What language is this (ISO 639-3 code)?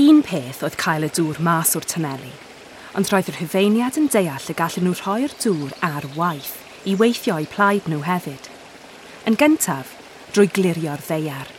cym